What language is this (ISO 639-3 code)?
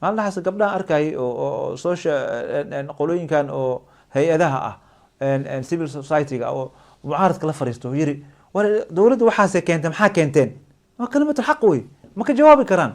som